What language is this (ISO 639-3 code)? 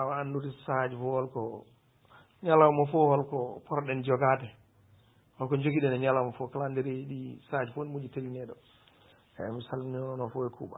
ful